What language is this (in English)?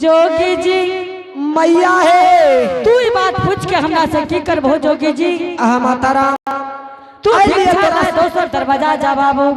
Angika